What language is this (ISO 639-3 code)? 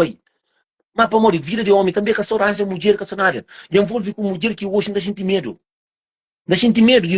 kea